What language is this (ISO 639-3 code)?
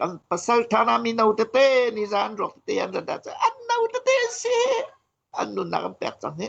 cnh